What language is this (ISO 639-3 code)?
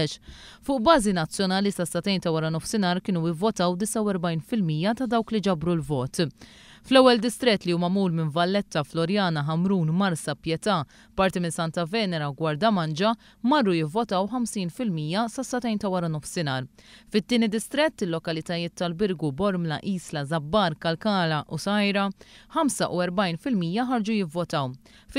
mlt